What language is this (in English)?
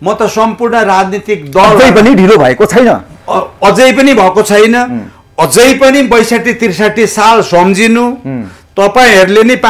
Nepali